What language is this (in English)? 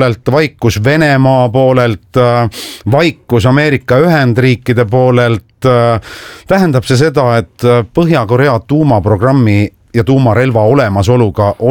Estonian